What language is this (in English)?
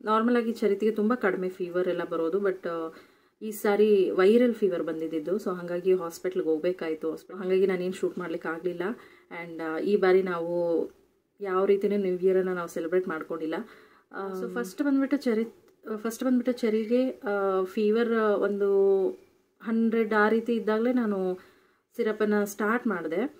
Kannada